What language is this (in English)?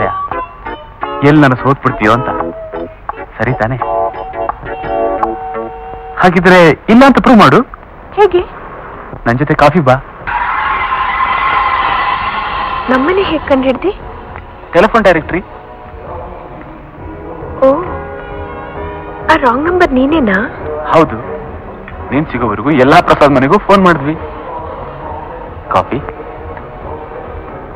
Kannada